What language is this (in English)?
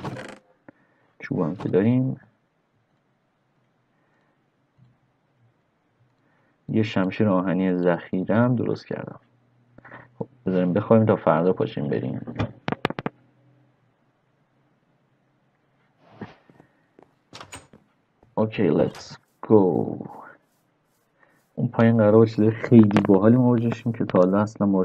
Persian